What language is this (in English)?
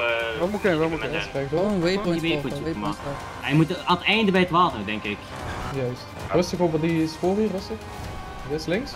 Dutch